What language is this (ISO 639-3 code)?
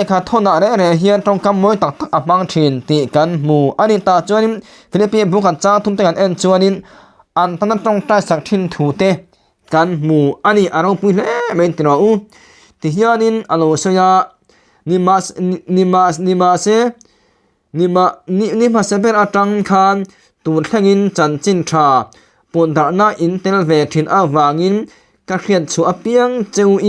lus